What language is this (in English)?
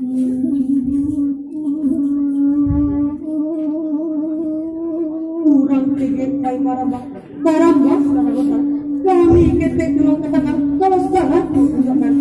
Minangkabau